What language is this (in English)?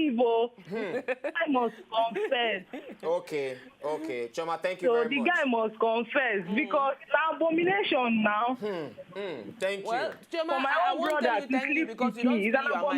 Nigerian Pidgin